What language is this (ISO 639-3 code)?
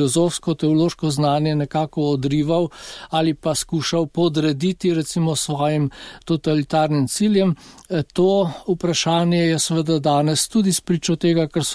slv